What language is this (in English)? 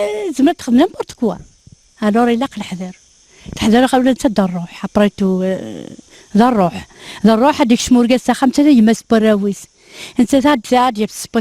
Kabyle